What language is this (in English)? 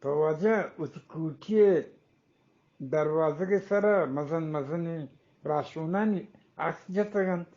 Eastern Balochi